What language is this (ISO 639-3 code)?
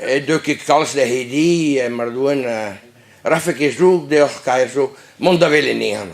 bre